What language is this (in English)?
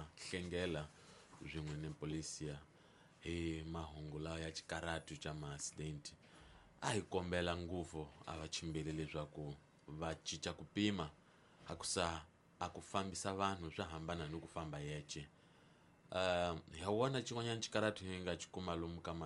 Tsonga